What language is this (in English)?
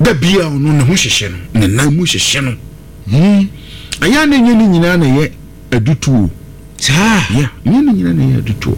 Akan